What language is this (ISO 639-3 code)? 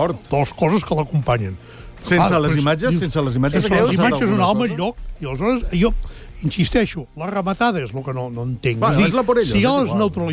cat